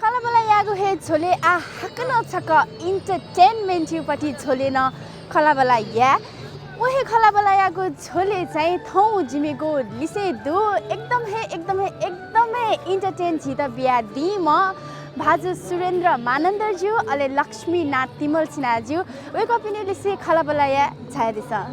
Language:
Newari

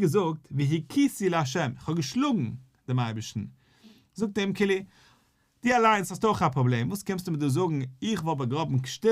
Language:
Yiddish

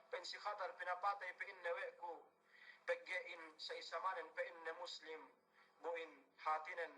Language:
Yakan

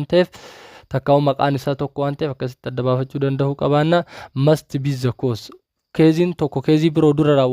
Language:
Oromo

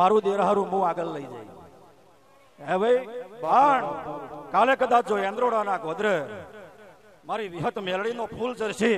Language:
Gujarati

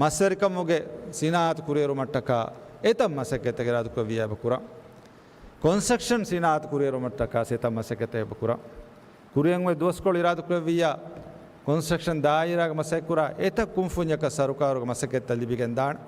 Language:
Divehi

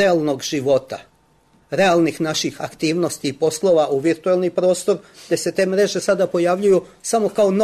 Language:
Serbian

